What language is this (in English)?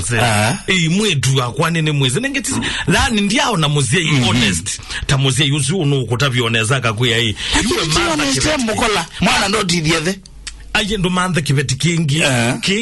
Kamba